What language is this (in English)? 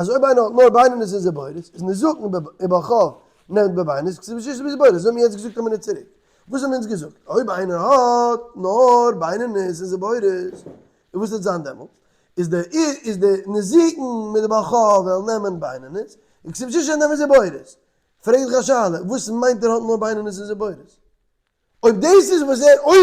Yiddish